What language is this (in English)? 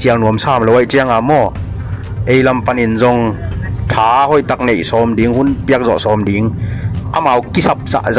Tedim Chin